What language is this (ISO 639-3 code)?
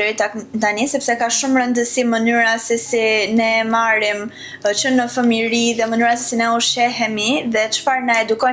sqi